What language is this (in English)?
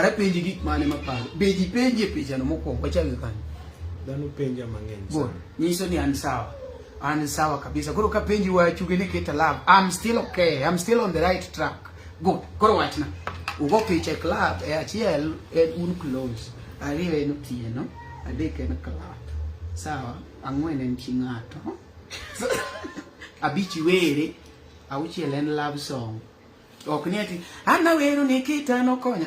Luo (Kenya and Tanzania)